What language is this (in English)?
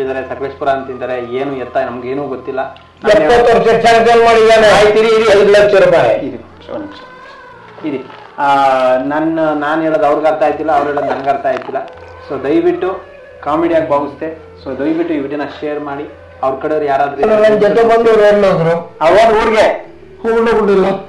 Kannada